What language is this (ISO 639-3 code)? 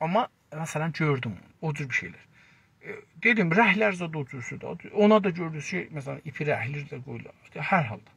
azb